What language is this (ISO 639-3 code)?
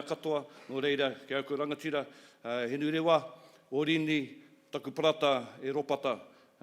mri